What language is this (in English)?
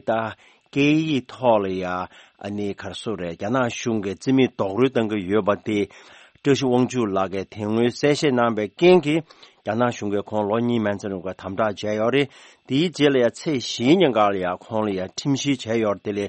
Tibetan